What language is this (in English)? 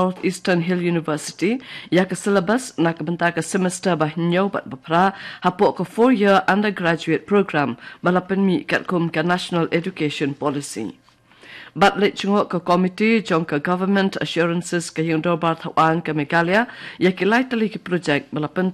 Khasi